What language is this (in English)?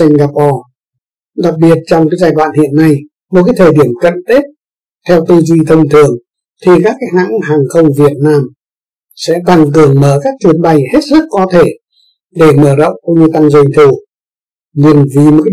Vietnamese